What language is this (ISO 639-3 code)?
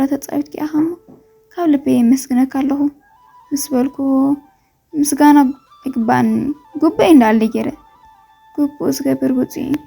tir